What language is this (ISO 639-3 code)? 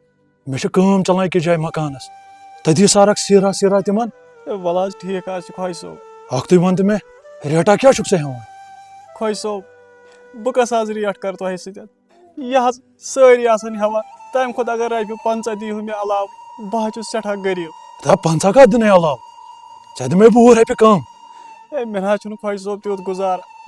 kas